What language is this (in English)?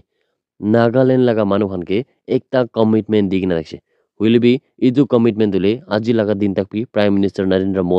Naga Pidgin